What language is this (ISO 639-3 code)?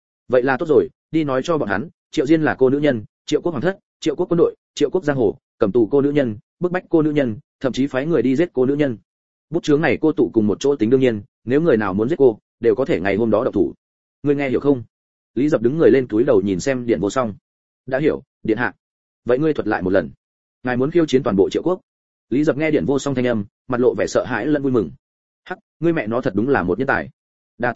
vie